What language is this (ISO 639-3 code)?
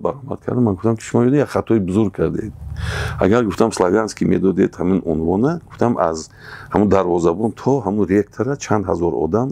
tgk